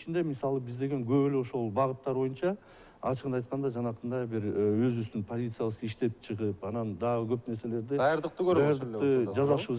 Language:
Kyrgyz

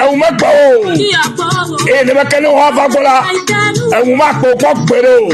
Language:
Ewe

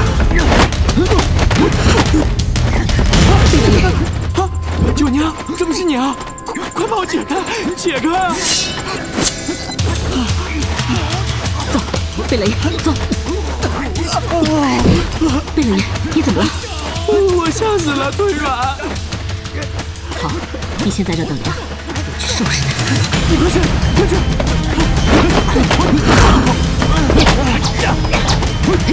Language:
Chinese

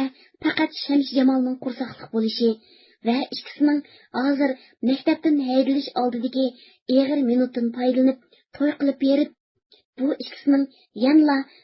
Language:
Uyghur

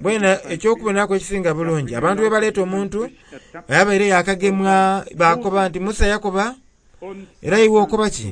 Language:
Soga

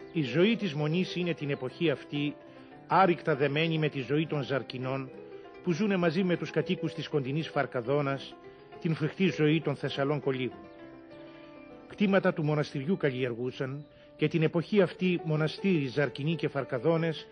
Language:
Greek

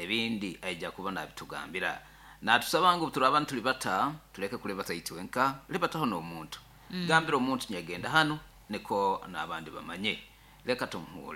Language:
Nyoro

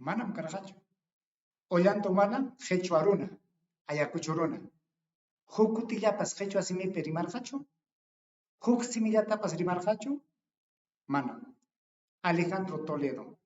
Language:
Ayacucho Quechua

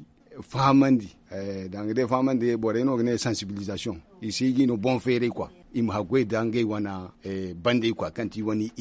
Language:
Zarma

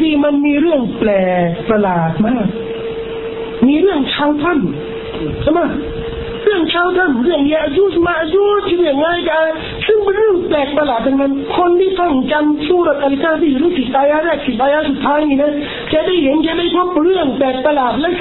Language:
Thai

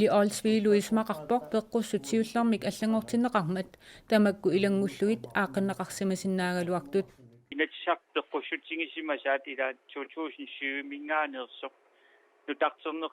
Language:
Kalaallisut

